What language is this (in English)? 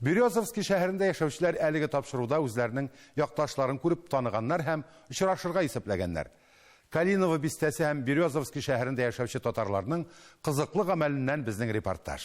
Tatar